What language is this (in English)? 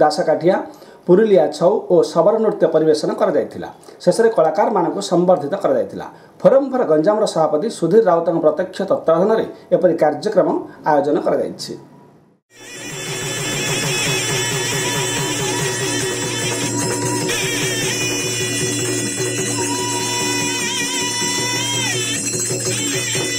Odia